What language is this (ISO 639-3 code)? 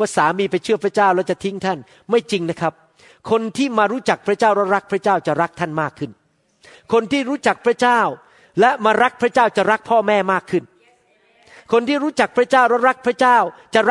tha